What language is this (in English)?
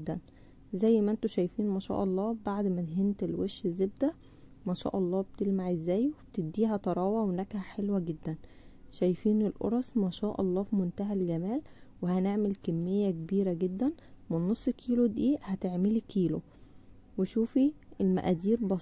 Egyptian Arabic